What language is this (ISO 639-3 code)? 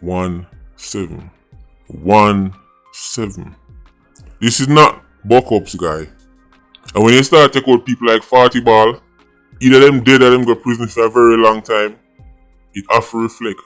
jam